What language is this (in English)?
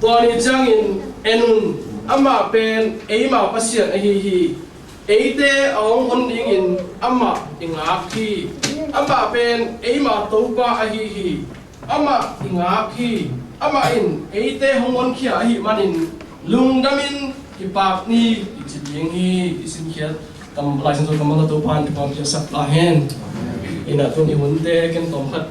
Tedim Chin